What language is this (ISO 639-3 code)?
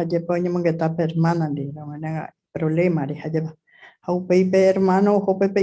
grn